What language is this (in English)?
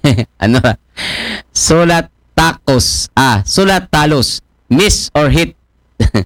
Aklanon